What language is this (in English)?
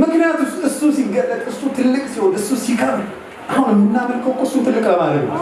Amharic